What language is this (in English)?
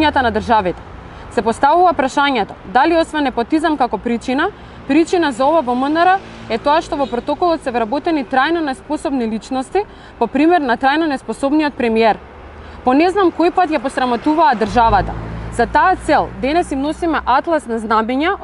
Macedonian